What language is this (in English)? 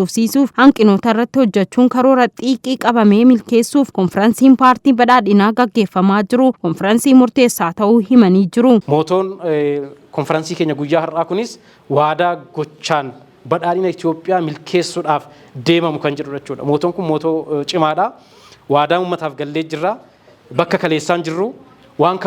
Oromo